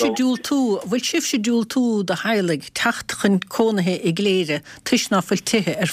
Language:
Irish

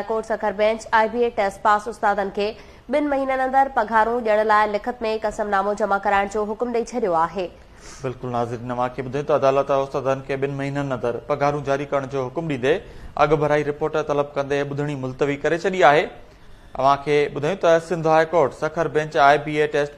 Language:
Sindhi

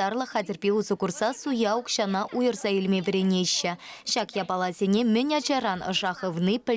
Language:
Chuvash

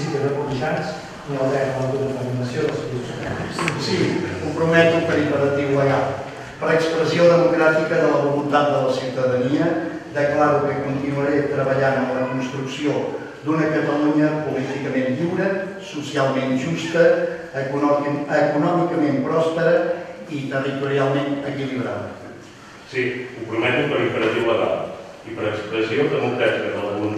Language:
Catalan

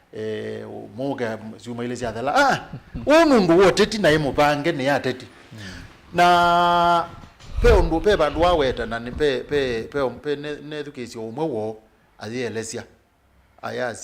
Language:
Kamba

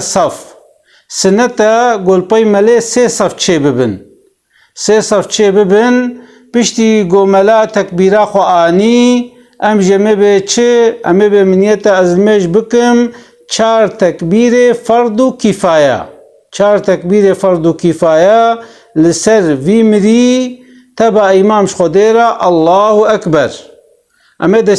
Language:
Kurdish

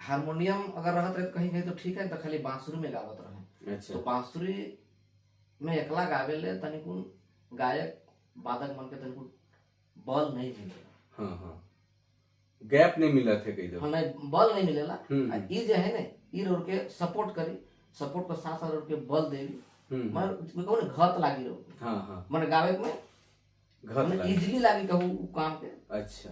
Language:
Sadri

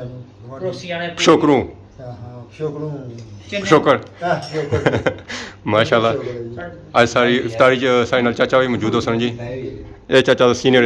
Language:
Pahari-Potwari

